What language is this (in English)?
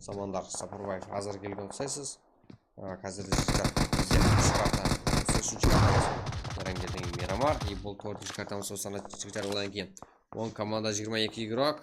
Kara-Kalpak